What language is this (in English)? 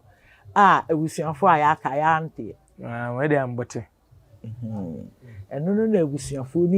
Akan